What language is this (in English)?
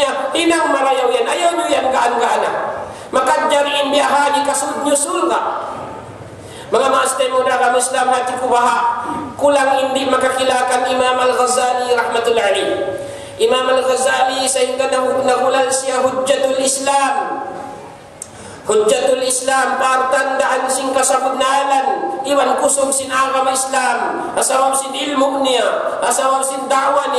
Tausug